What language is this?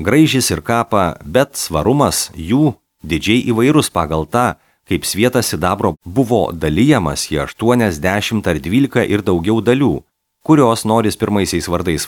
Lithuanian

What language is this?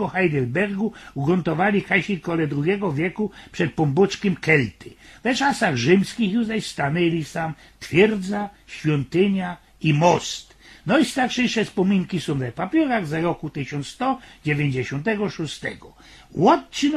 Silesian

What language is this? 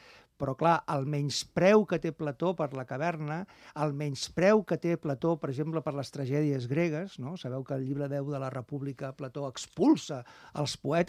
Catalan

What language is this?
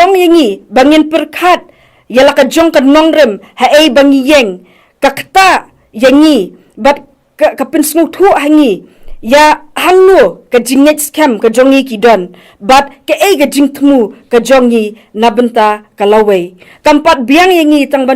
Khasi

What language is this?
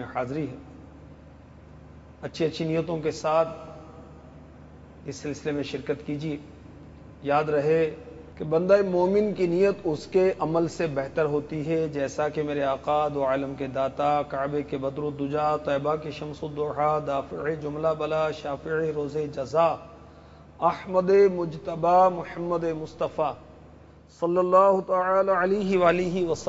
Urdu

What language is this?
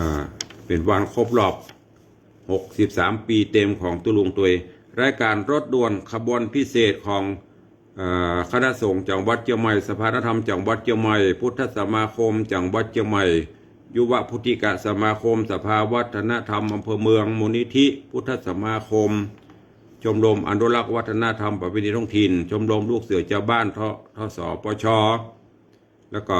Northern Thai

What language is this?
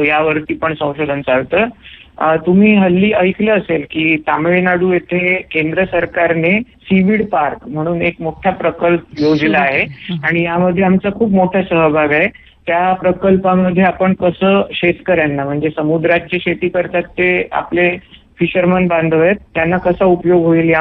Marathi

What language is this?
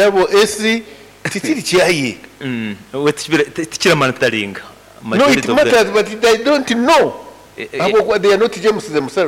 Nyankole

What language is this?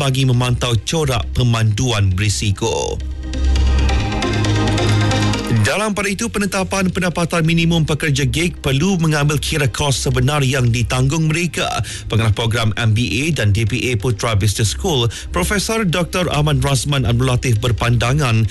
Malay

